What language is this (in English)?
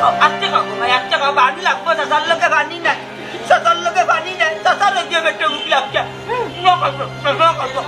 Sylheti